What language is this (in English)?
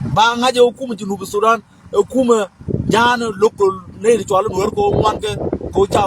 Nuer